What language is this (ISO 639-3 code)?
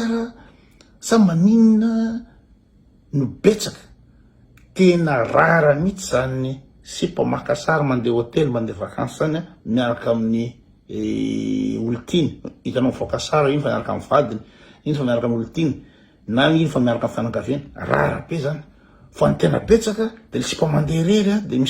mlg